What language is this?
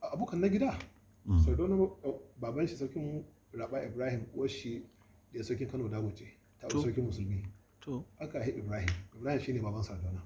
Hausa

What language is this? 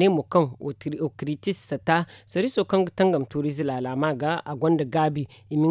Zarma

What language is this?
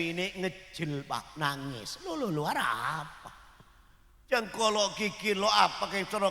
Madurese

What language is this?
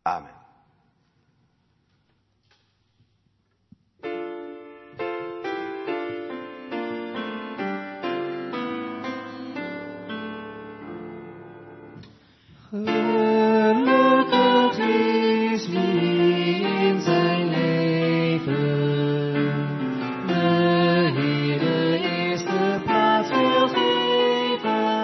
Dutch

